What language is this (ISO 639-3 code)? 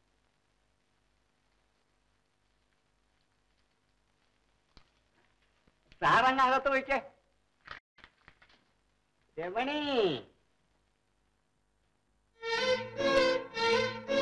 mal